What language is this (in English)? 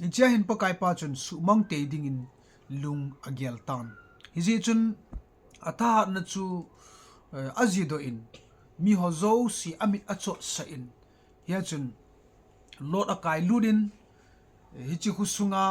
Thado Chin